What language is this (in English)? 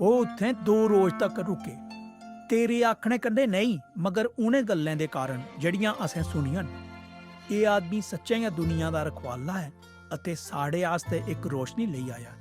Dogri